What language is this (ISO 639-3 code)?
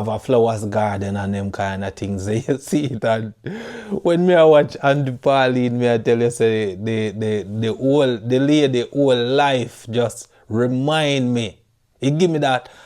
jam